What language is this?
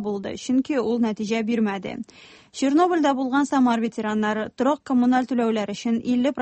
Tatar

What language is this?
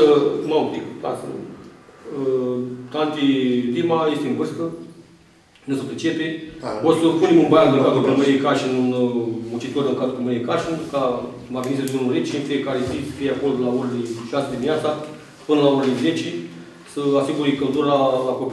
Romanian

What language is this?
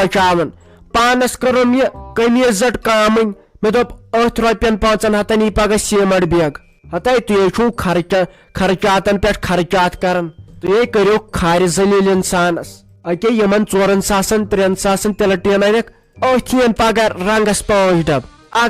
Kashmiri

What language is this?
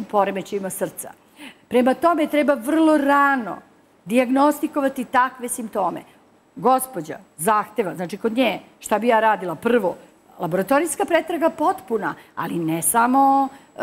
Serbian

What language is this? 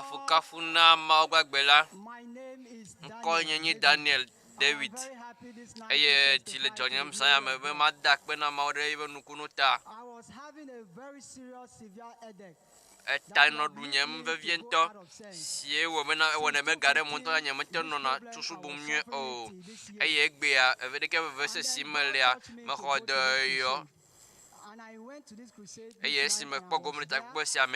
Ewe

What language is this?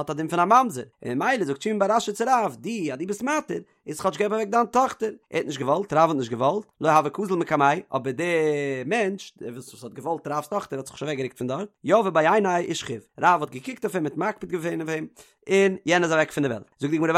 Yiddish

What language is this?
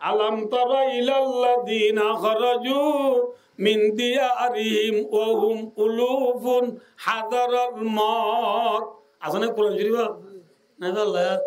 Rohingya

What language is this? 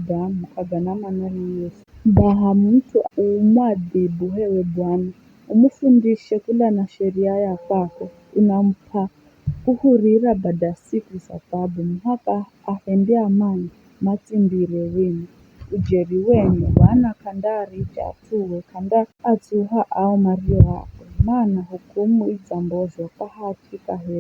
Giryama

